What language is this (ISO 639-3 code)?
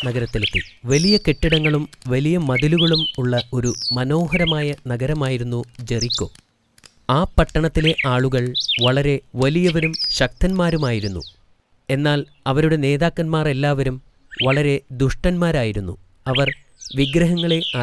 mal